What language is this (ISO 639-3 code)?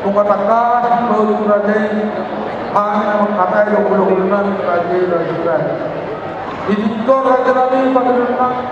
bbc